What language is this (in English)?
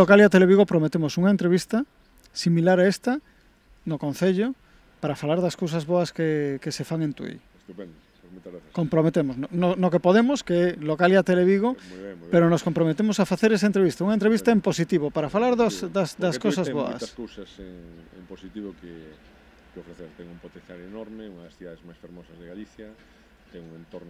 Galician